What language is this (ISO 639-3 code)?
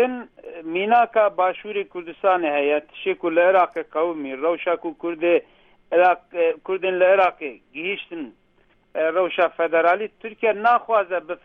ckb